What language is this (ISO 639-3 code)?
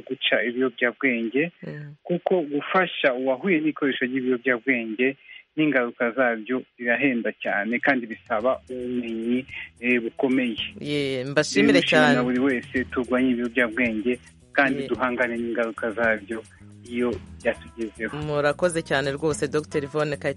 kin